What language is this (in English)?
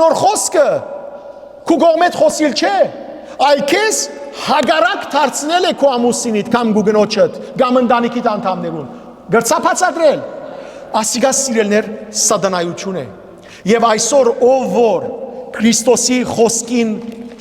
Western Armenian